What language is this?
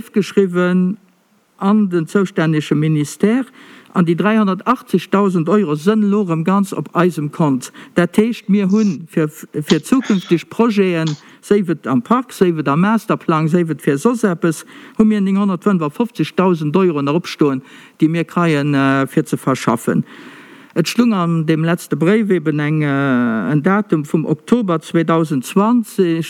Luxembourgish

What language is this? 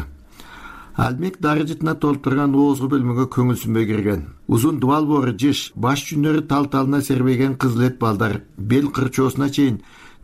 Kyrgyz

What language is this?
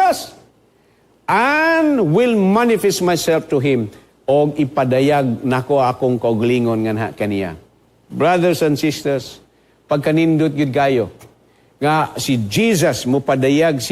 Cebuano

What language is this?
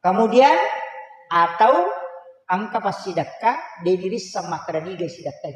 Buginese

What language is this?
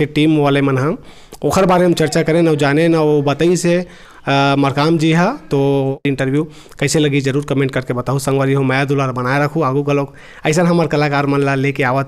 Chhattisgarhi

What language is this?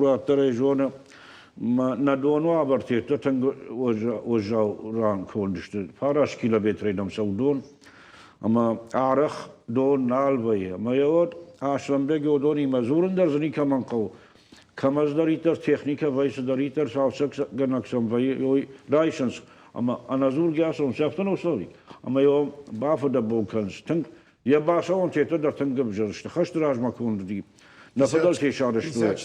Ossetic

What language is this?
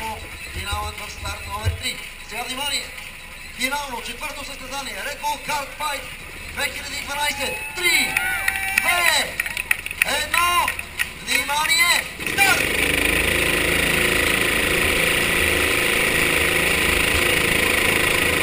Bulgarian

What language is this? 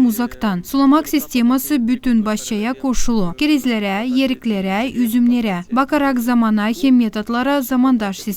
Gagauz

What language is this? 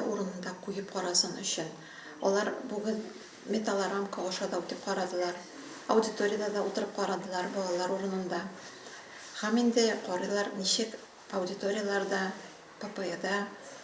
Tatar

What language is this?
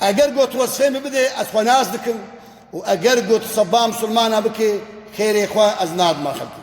Kurdish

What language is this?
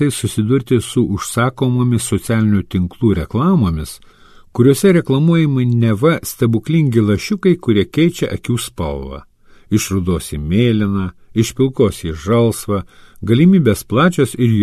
Lithuanian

